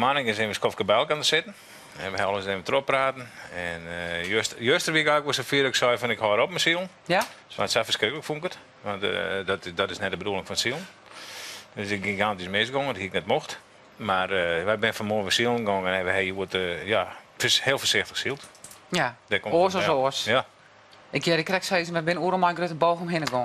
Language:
Western Frisian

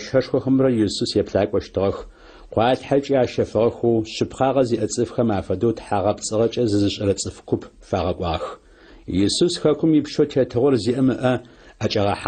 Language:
Adyghe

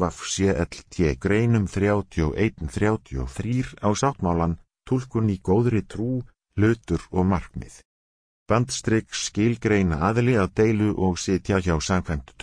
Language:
Icelandic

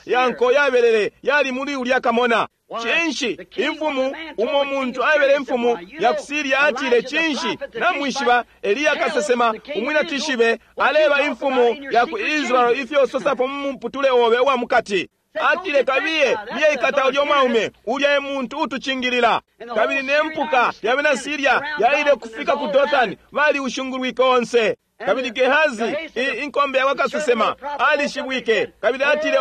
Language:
Bemba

